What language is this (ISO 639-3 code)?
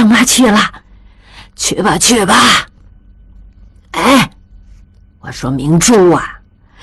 zho